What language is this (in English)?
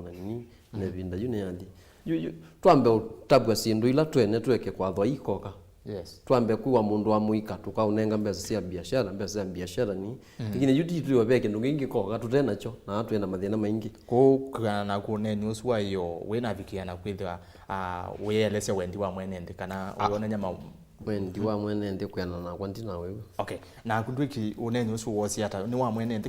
Kamba